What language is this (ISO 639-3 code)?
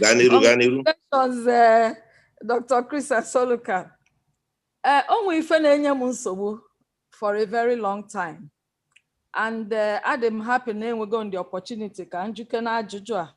ibo